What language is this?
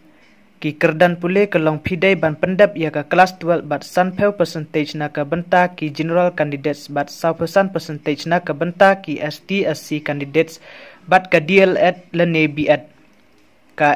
Khasi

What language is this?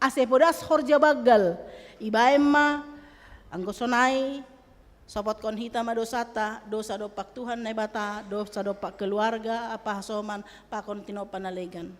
Batak Simalungun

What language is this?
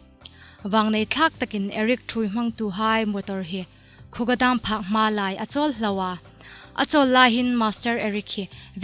Hmar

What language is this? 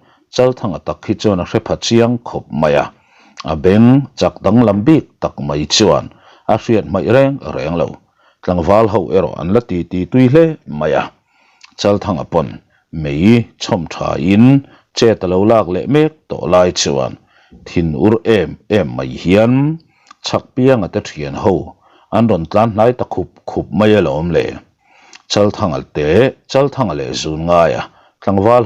Mizo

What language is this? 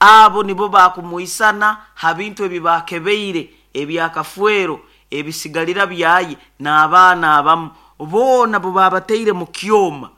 Nyoro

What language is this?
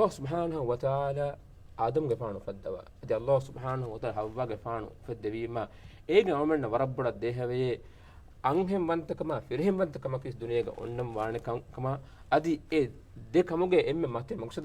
Divehi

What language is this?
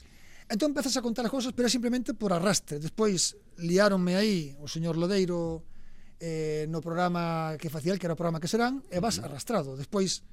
Galician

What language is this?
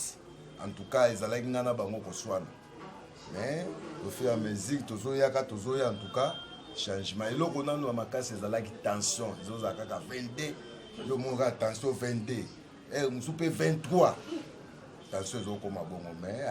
Lingala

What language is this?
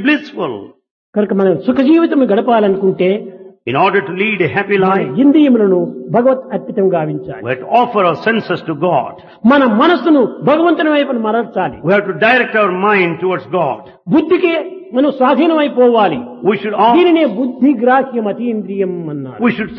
Telugu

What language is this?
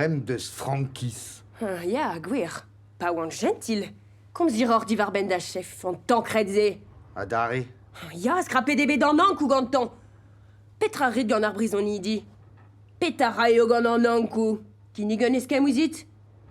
Breton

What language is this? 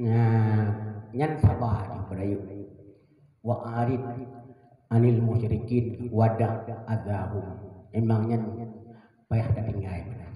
Achinese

